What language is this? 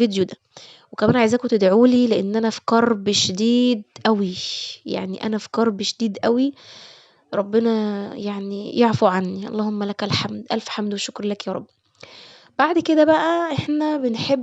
Egyptian Arabic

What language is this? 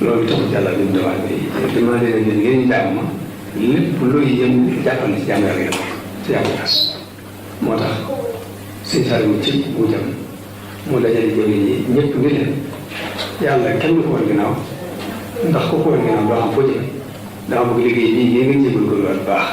Wolof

